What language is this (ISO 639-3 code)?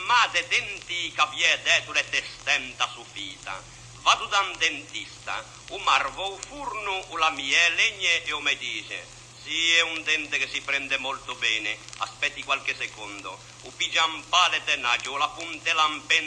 lij